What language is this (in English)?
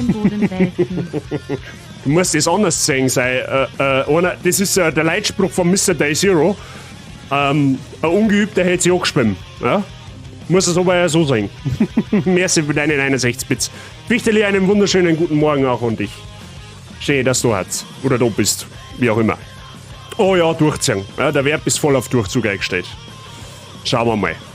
Bavarian